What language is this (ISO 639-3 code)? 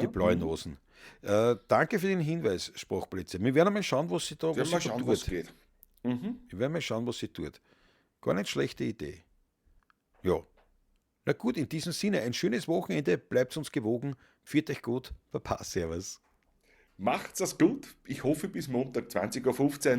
bar